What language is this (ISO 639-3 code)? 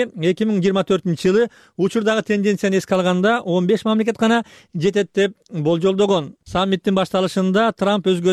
kir